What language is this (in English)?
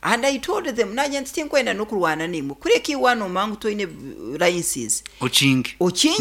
Nyankole